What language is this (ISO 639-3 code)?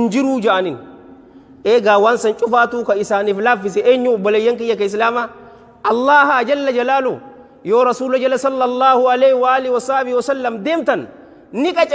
orm